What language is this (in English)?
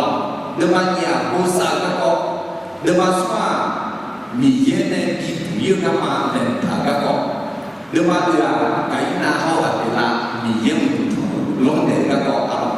Akha